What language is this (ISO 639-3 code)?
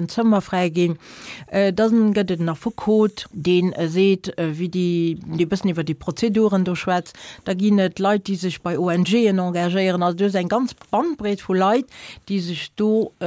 ltz